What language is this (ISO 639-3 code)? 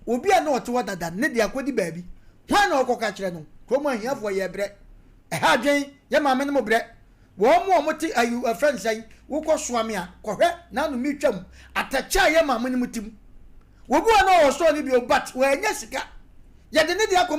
aka